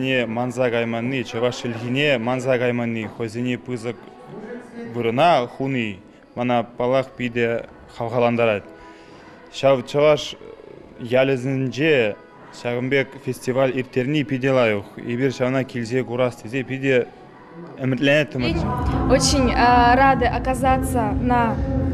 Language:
Chuvash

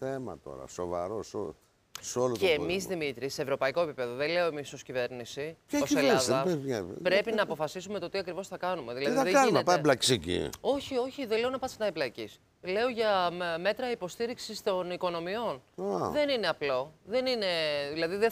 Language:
Greek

